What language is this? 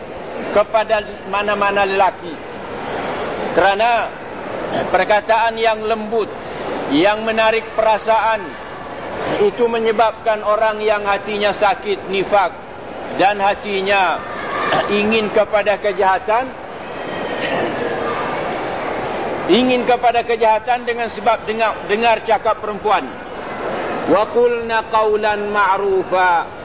Malay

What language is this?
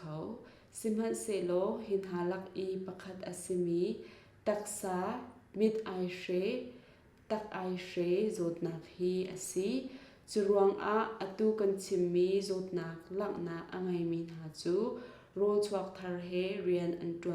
Hakha Chin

